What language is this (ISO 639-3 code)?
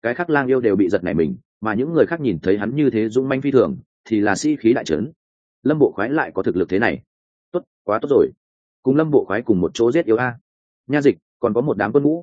vie